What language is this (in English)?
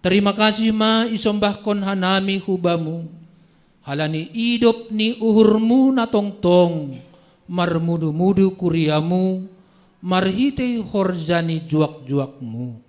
Batak Simalungun